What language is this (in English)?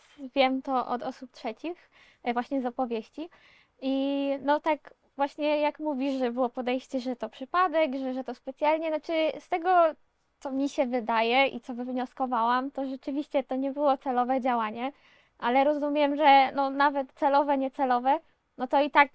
Polish